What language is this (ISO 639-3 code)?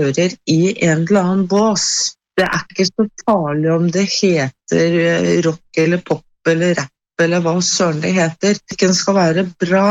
nor